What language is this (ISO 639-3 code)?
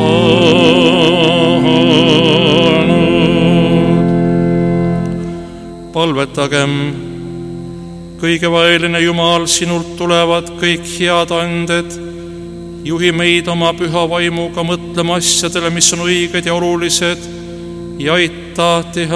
est